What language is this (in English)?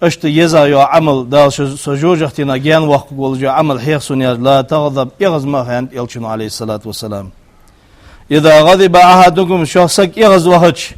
Ingush